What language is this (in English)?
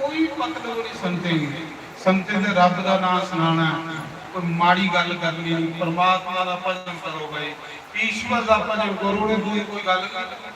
Dogri